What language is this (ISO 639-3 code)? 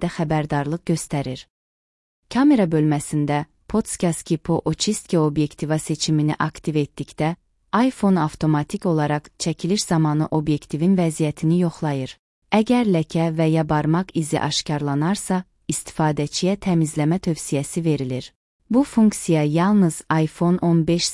aze